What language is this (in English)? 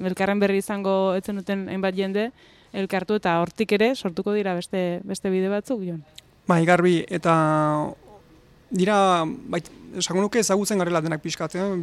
Basque